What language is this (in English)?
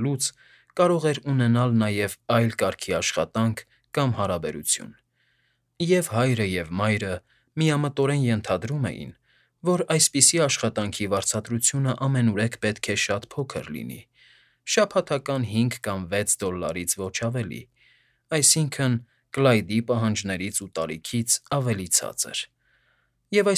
Armenian